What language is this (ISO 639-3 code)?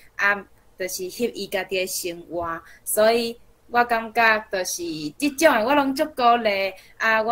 nan